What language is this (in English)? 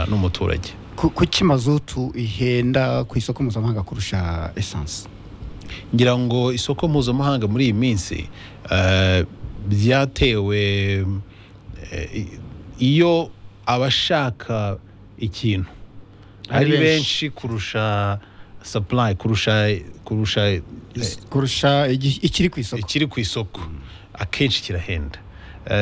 Kinyarwanda